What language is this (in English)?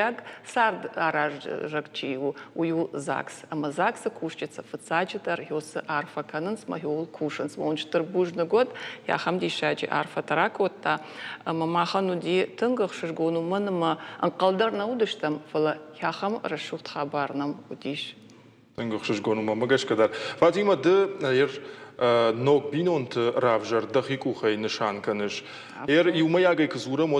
Ossetic